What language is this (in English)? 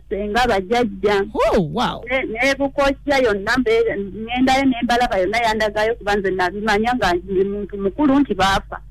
Ganda